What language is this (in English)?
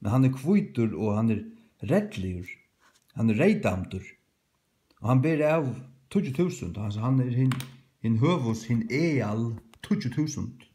Faroese